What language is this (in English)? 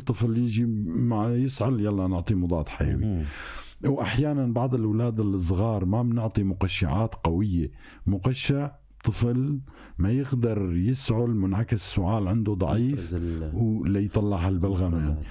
North Levantine Arabic